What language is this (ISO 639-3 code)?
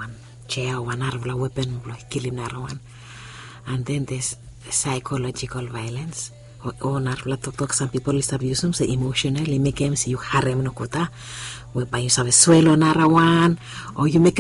bis